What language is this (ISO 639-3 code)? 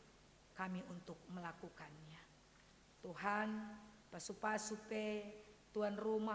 btx